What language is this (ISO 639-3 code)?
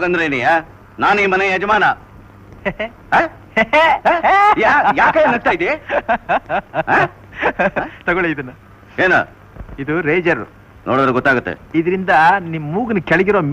kan